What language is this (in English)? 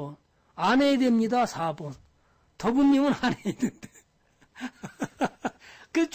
Korean